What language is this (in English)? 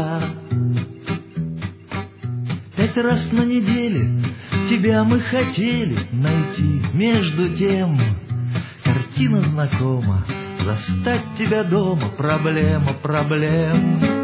Russian